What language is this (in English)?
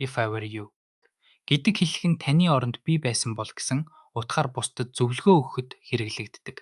Mongolian